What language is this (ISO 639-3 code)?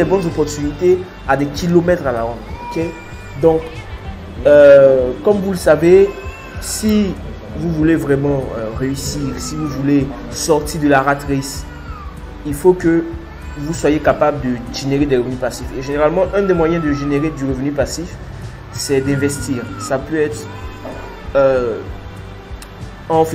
fra